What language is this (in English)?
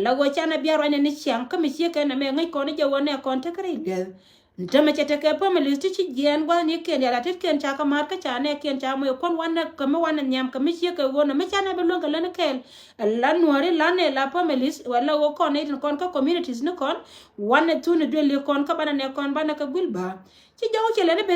Nuer